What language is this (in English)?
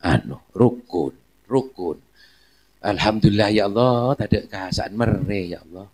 Madurese